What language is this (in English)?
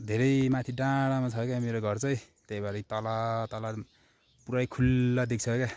Nepali